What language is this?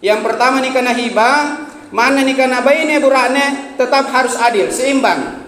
Makasar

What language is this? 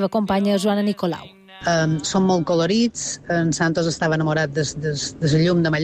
Catalan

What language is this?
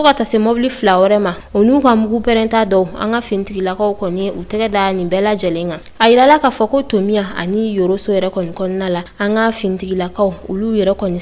Bambara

